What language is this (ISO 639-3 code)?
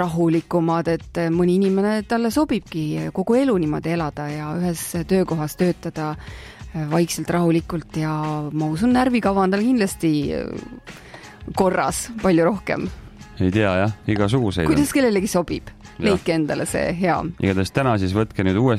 est